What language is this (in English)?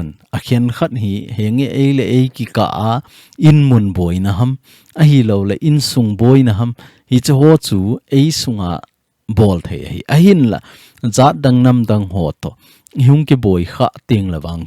Thado Chin